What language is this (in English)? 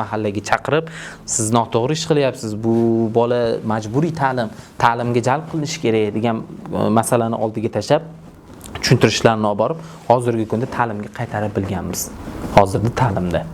Uzbek